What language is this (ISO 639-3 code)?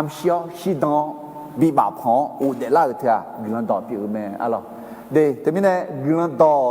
ahk